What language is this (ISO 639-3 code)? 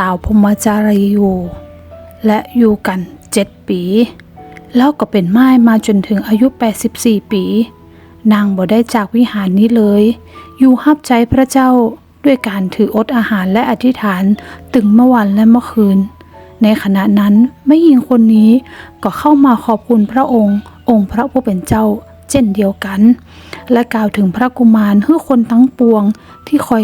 nod